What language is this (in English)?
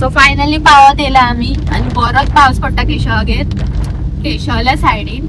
Konkani